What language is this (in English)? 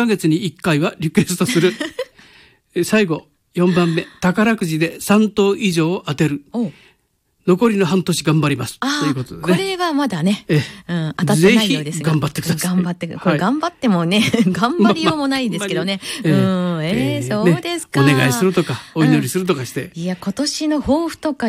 Japanese